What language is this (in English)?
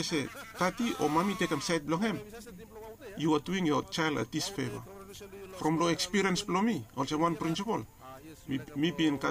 Bislama